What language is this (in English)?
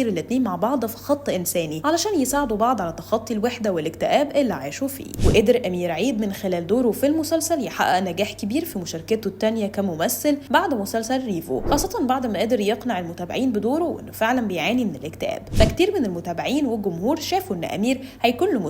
Egyptian Arabic